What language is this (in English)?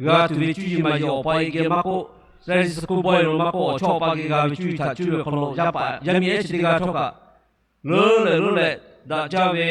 Lahu